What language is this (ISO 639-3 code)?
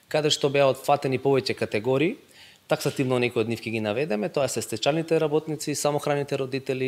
mkd